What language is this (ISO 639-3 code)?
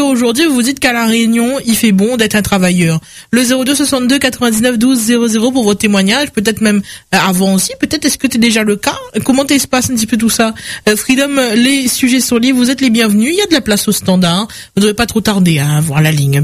fra